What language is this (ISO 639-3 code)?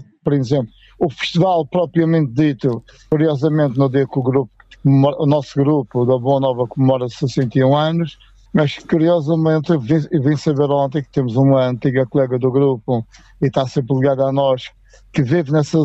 por